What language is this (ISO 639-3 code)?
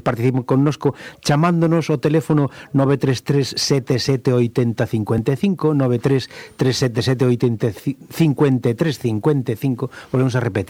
glg